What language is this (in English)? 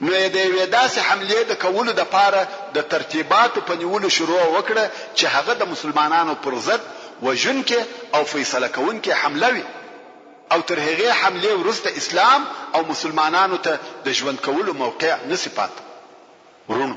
Pashto